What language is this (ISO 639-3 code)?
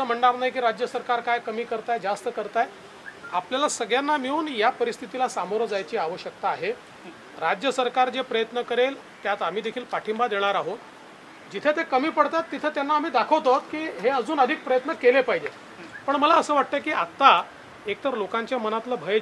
mar